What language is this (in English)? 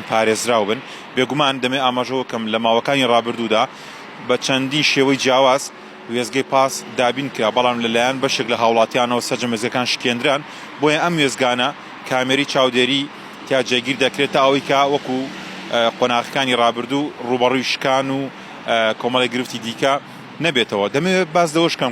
Central Kurdish